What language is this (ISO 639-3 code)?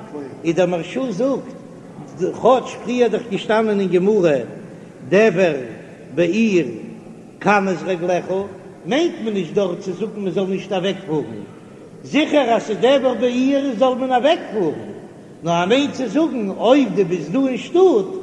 yid